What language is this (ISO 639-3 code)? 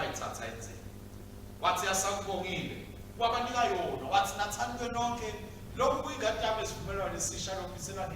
ssw